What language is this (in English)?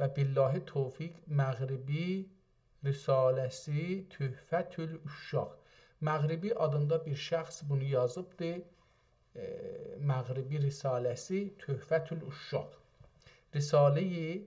South Azerbaijani